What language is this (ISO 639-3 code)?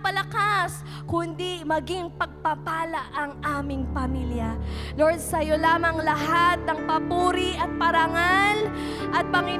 fil